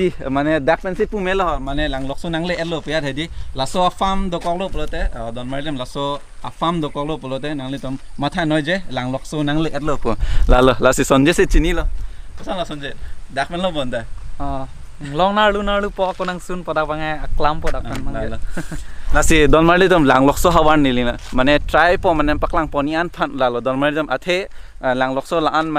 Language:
Karbi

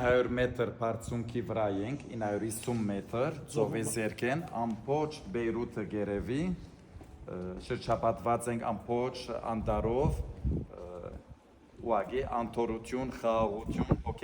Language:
Western Armenian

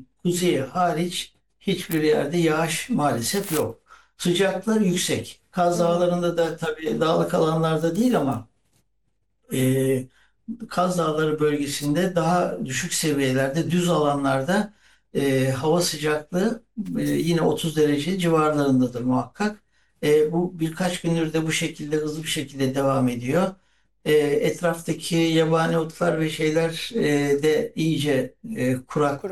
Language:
Turkish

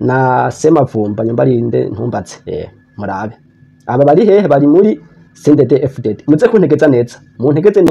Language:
Rundi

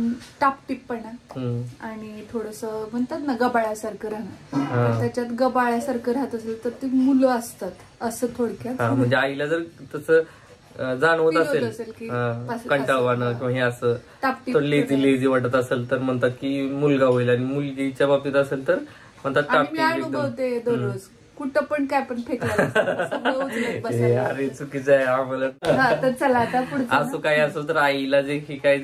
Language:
Marathi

